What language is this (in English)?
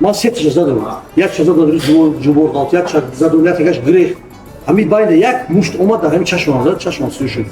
Tajik